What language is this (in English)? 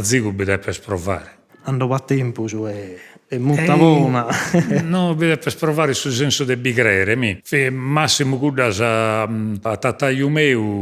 Sardinian